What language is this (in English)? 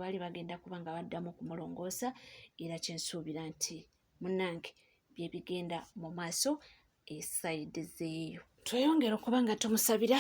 Ganda